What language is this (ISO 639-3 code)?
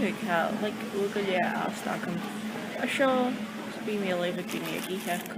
gla